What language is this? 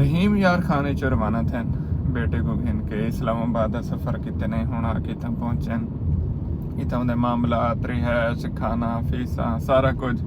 Saraiki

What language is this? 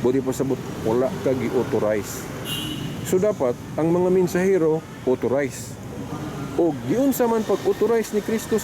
Cebuano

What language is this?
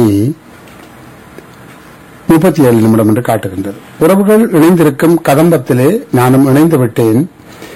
Tamil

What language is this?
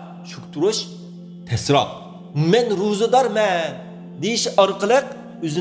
Uyghur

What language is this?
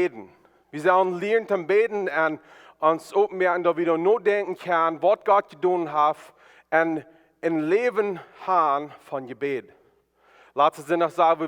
Plautdietsch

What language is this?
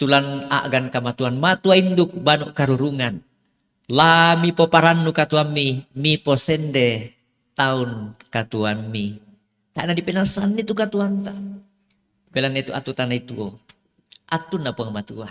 Toraja-Sa'dan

